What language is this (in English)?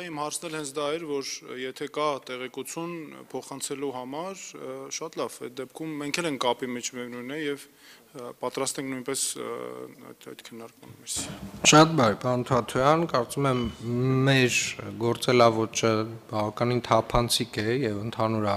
Armenian